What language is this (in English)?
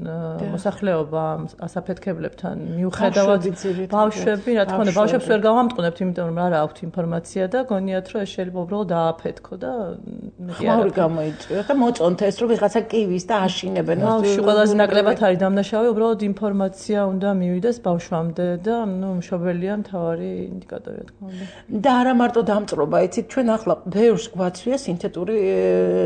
Georgian